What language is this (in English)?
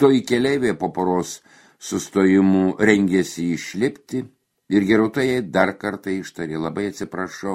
Lithuanian